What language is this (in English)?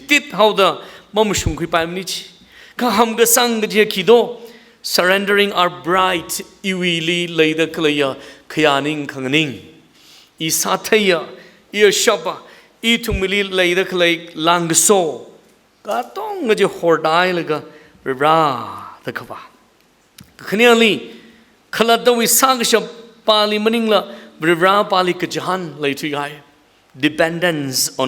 Tangkhul Naga (India)